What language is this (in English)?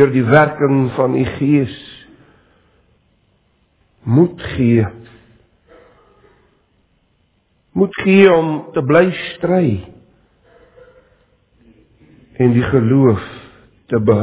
Afrikaans